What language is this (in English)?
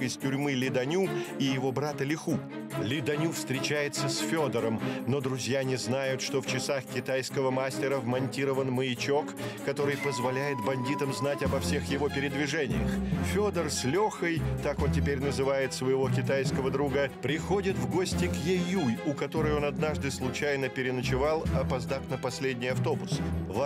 Russian